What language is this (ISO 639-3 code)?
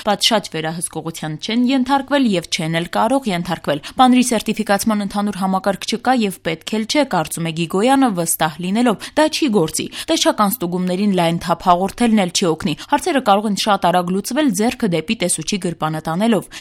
hye